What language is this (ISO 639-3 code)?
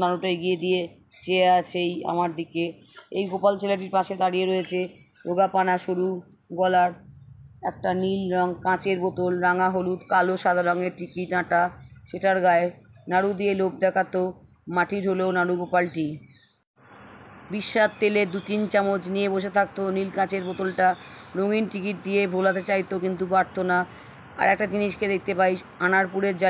ben